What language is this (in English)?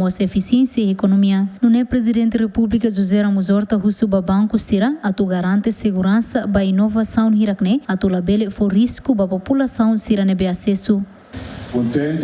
Tetum